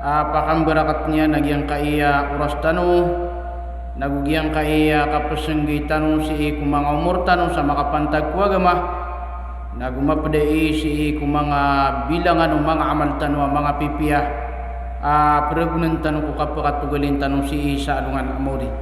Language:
Maranao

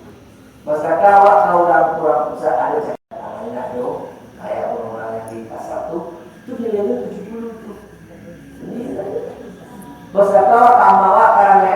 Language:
Minangkabau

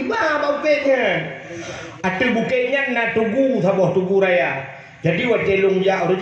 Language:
Achinese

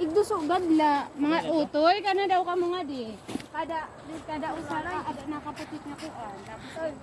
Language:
Waray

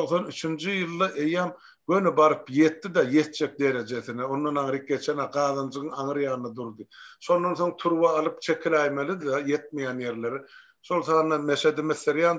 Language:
Turkmen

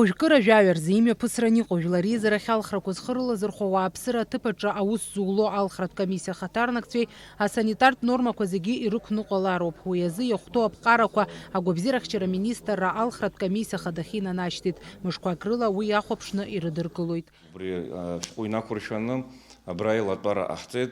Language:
Abkhazian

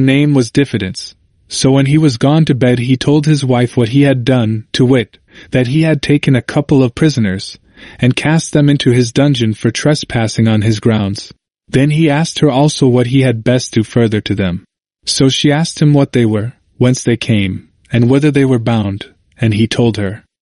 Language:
English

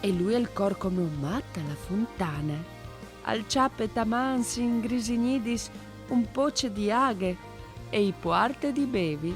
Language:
Friulian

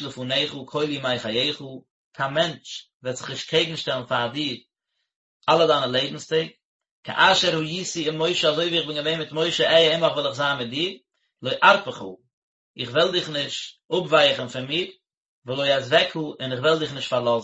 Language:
Yiddish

